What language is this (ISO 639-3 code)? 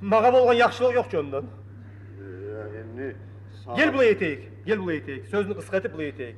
kum